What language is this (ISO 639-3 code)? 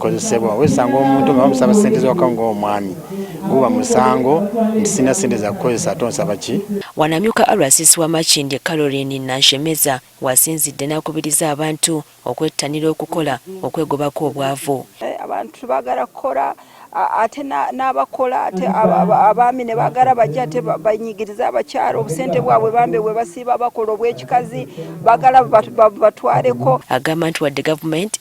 lug